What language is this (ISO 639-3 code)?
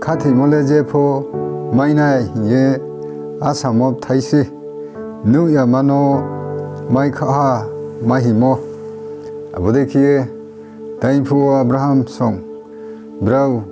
ria